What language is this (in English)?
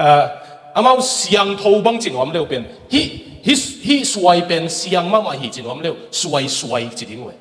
Tedim Chin